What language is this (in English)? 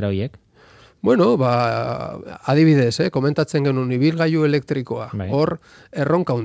Basque